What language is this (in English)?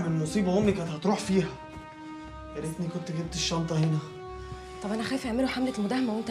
Egyptian Arabic